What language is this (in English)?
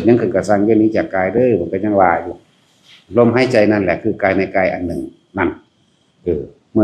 Northeastern Thai